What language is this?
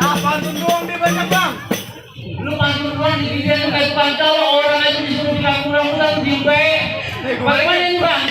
Betawi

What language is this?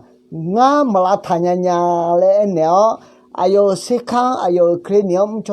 Akha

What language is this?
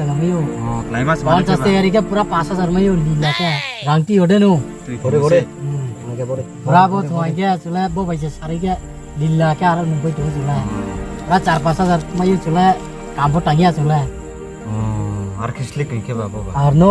Riang (India)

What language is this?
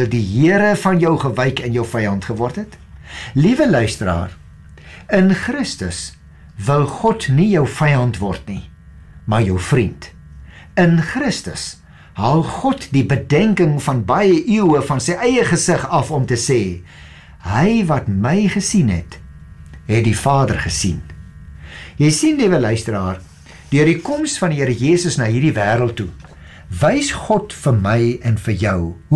Afrikaans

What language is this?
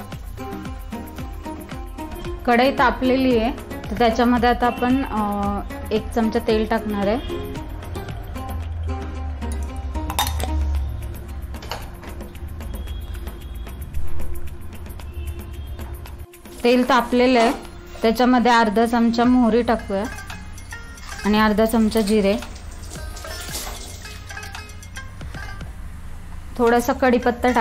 Marathi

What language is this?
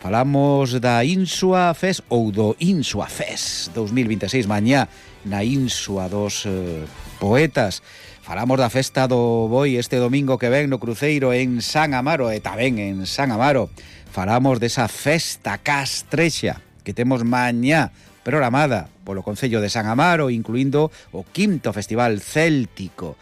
Galician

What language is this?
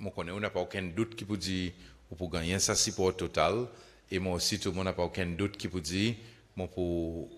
Seselwa Creole French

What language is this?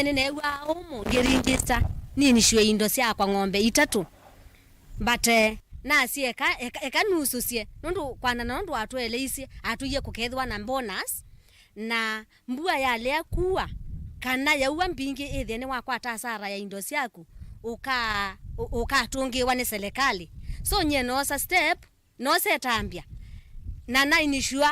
Kamba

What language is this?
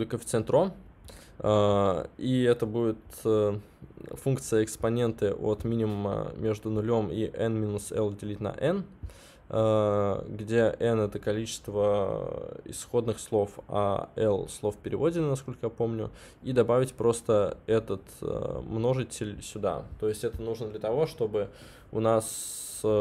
Russian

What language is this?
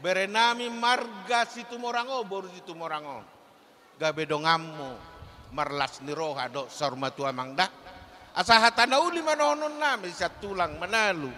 Batak Toba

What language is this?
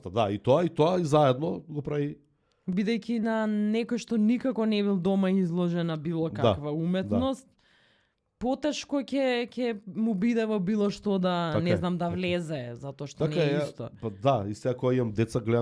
Macedonian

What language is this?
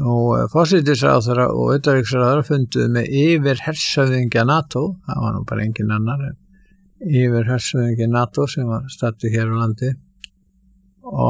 Icelandic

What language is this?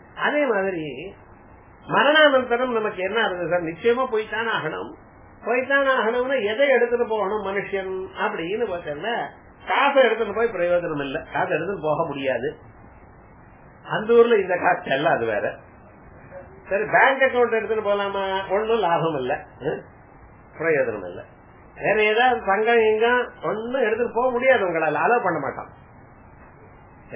Tamil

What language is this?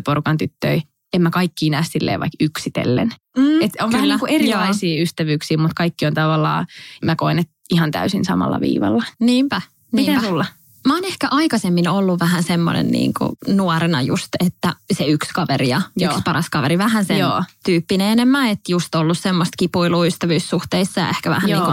Finnish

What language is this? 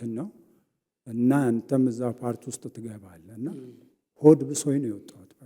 Amharic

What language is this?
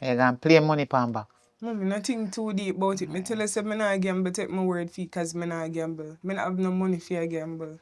Jamaican Creole English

